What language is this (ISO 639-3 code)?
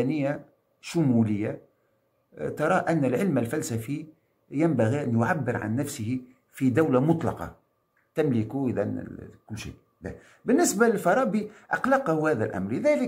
ara